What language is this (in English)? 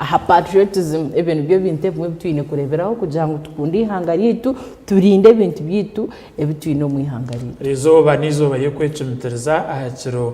Nyankole